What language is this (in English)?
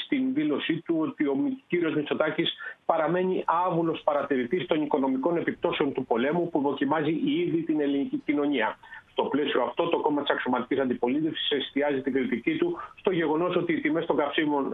Greek